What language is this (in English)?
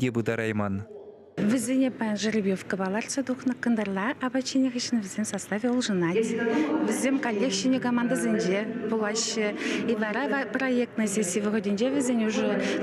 Chuvash